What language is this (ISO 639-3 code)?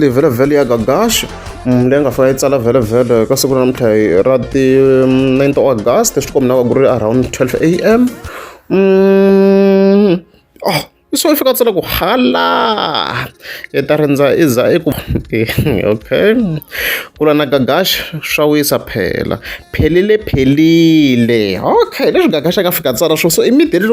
tso